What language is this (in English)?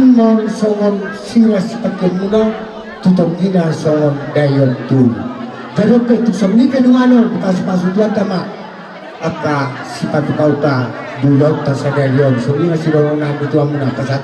Batak Toba